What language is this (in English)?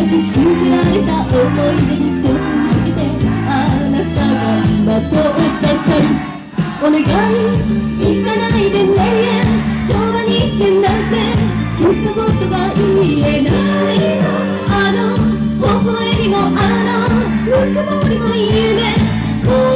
Japanese